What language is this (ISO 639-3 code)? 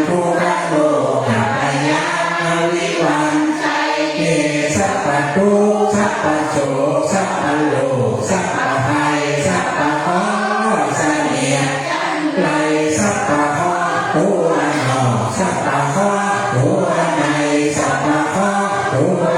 pli